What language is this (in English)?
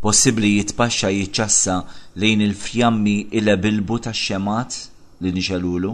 Maltese